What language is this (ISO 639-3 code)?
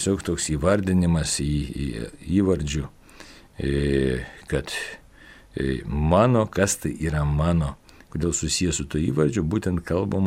lit